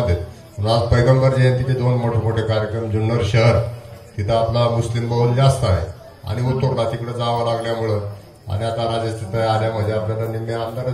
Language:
Marathi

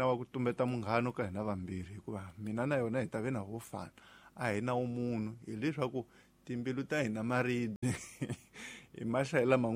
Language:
Tsonga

